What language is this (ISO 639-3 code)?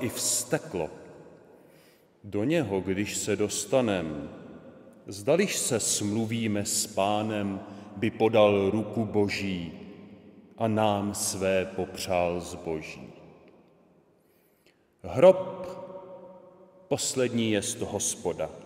ces